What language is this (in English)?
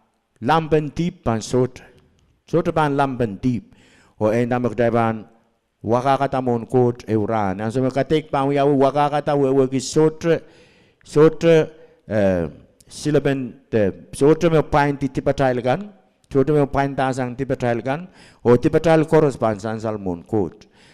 Pohnpeian